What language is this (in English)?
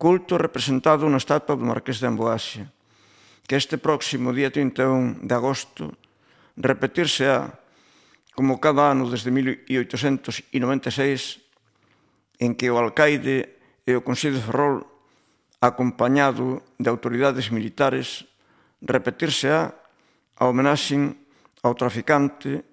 Galician